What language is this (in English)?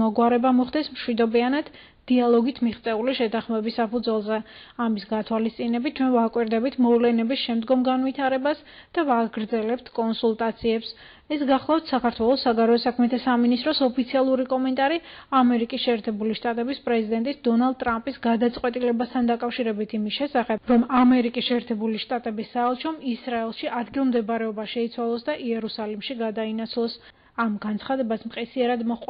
Georgian